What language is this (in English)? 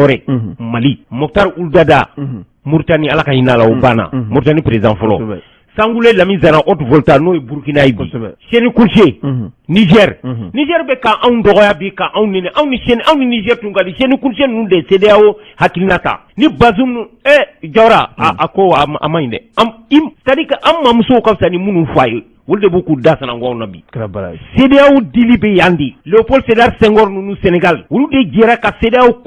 Bambara